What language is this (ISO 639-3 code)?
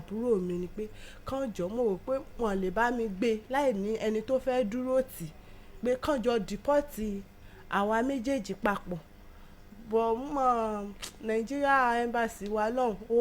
yor